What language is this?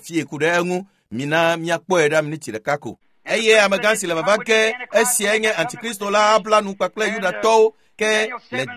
Ewe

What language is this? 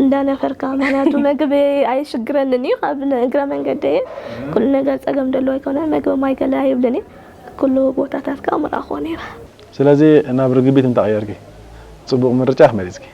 Tigrinya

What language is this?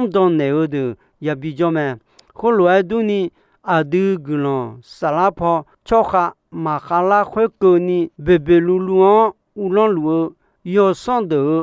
Akha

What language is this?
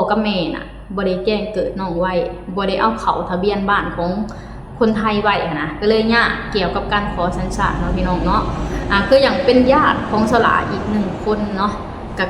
Lao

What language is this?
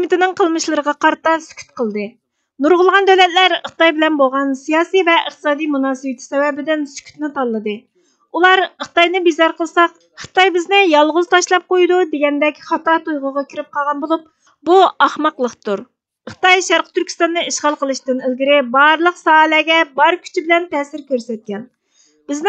Uyghur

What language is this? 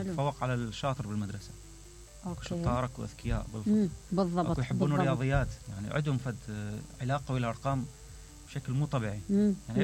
Mesopotamian Arabic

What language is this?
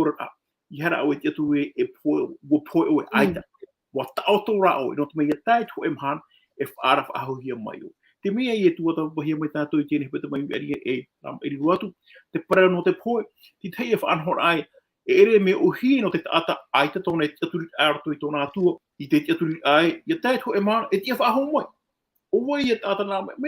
Tahitian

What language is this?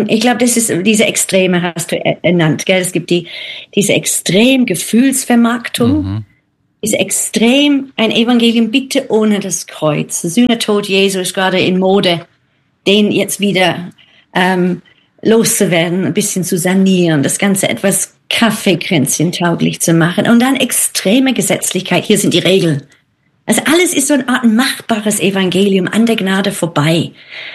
German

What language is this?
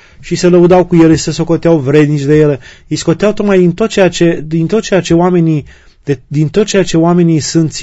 Romanian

